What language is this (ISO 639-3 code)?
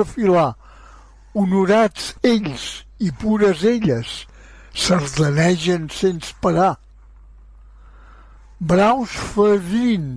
cat